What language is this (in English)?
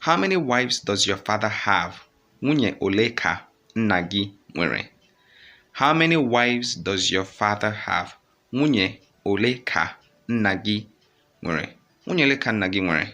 Igbo